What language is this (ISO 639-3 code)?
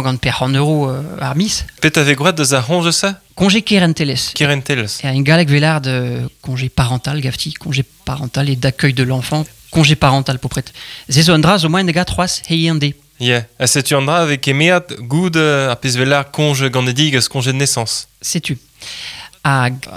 bre